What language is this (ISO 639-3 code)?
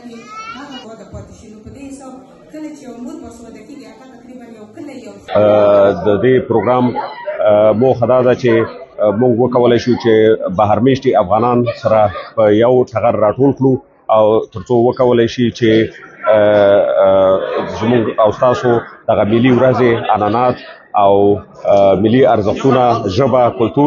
pus